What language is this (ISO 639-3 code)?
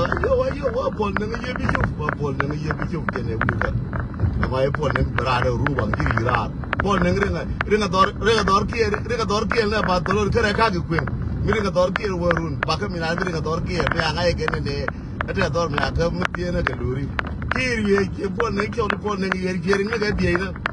nus